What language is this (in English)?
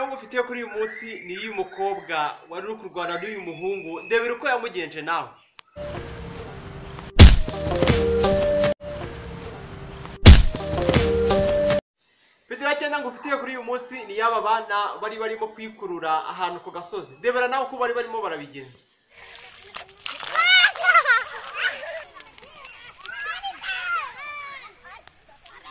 Kinyarwanda